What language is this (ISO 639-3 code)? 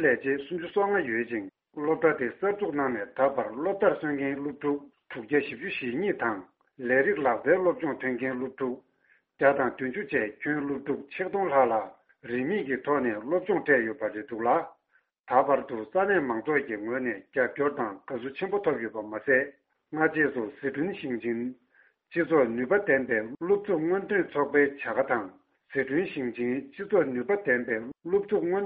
bod